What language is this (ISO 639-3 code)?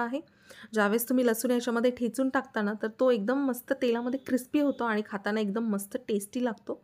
mar